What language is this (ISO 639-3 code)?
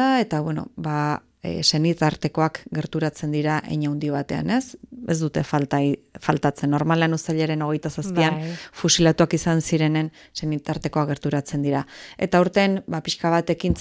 eus